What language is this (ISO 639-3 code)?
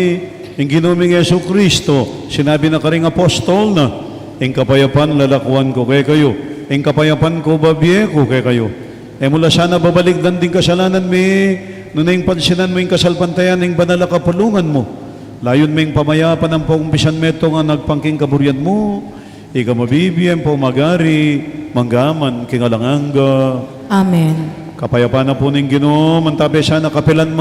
pam